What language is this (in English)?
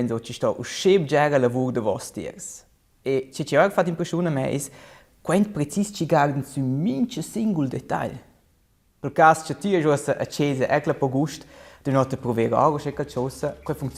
Romansh